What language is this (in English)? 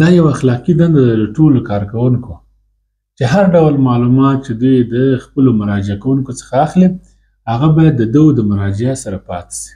Pashto